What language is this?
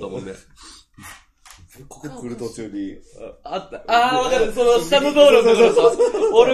Japanese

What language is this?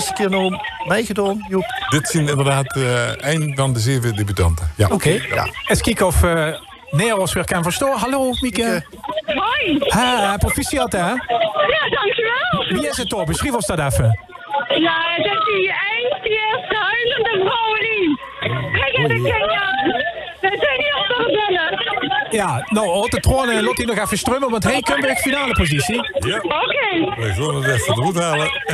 Limburgish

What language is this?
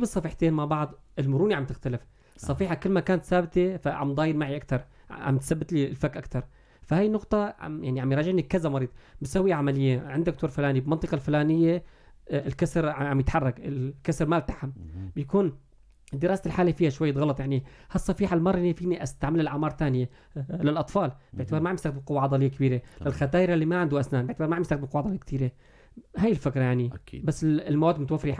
North Levantine Arabic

